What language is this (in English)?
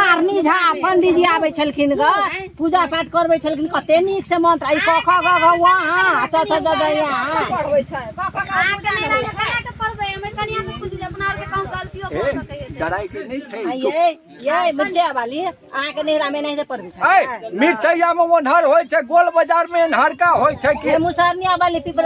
Maithili